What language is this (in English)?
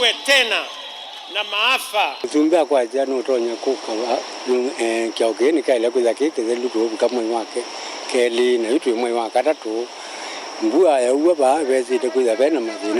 Kamba